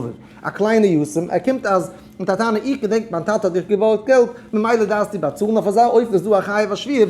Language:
Yiddish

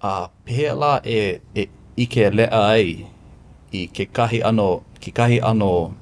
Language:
Hawaiian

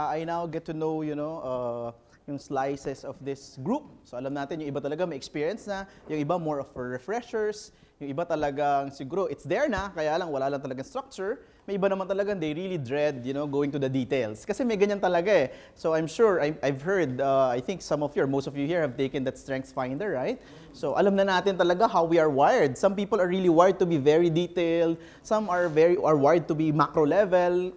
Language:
Filipino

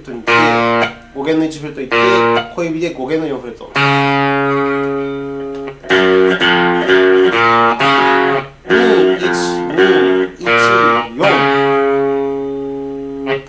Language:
Japanese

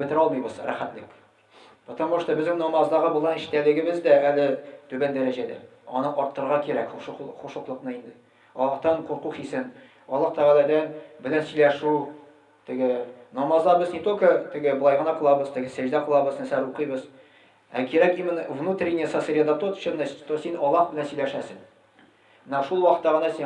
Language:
Tatar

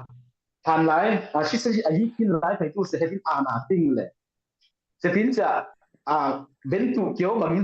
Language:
Falam Chin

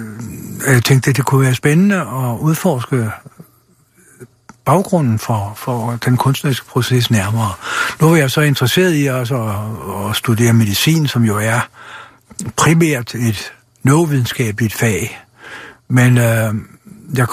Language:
Danish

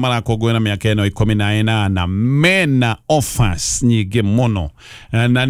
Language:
Kikuyu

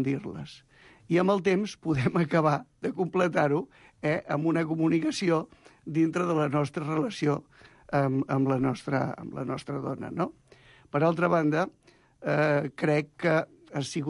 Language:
Catalan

